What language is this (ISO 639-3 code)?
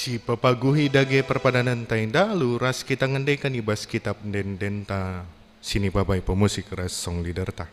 btx